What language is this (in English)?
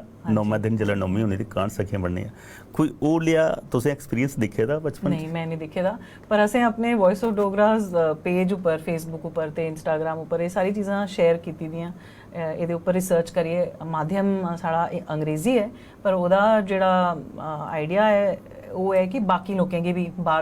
Dogri